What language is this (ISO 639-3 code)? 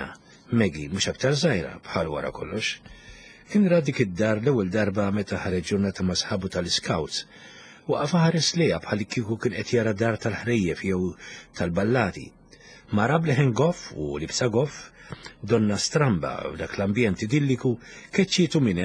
mlt